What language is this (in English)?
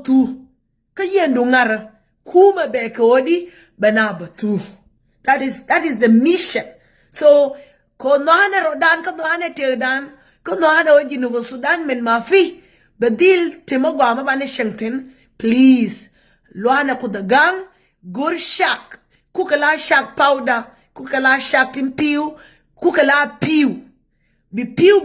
Nuer